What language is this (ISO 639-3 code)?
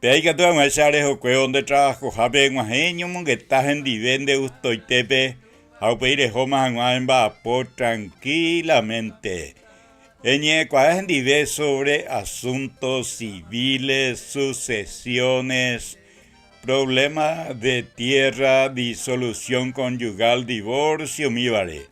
grn